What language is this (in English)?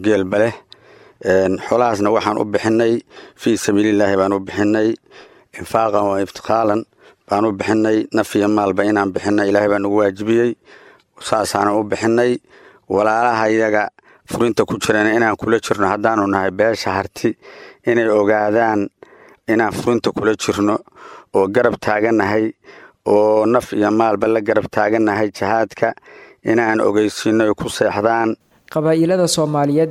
Somali